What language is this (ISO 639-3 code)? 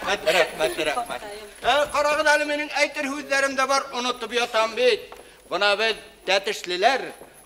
bak